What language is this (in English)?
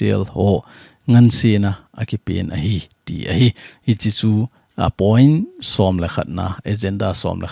Thado Chin